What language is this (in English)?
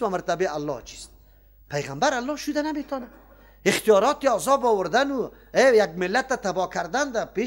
Persian